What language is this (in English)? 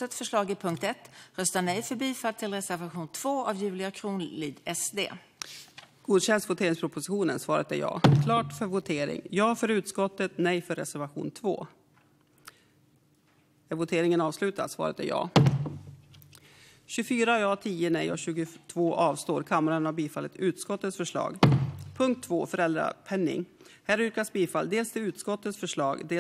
Swedish